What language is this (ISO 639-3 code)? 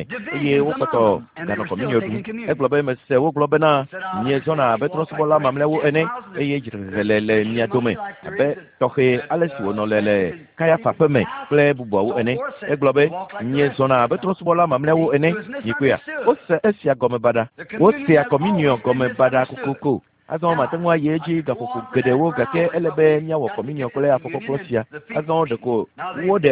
ewe